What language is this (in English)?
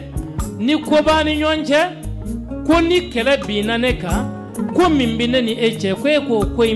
Bambara